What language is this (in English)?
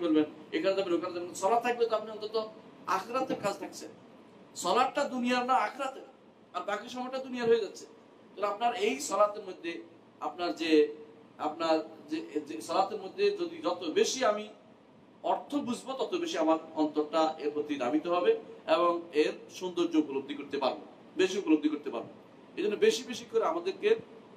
Bangla